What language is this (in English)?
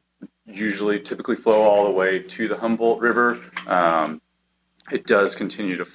English